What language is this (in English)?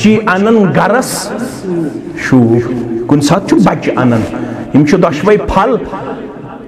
Kashmiri